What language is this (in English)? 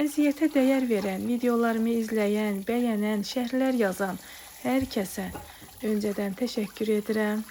Azerbaijani